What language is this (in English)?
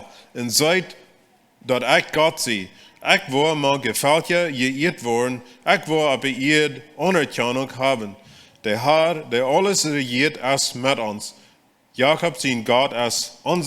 Plautdietsch